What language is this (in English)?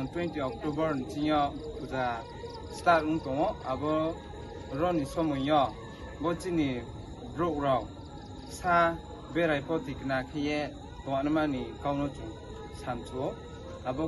Riang (India)